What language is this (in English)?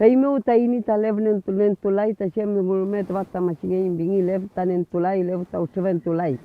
Mapuche